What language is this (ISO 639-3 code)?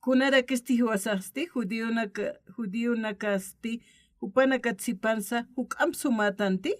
aym